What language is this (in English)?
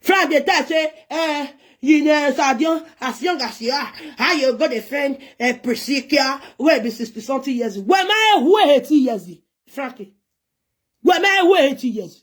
Nigerian Pidgin